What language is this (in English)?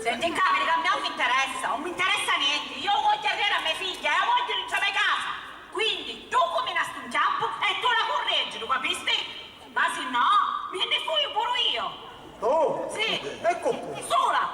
Sicilian